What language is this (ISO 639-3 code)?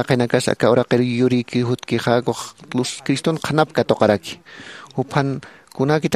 aym